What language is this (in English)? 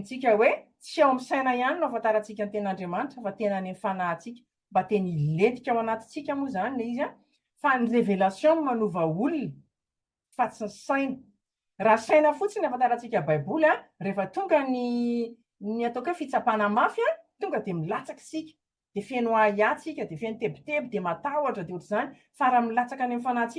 Malagasy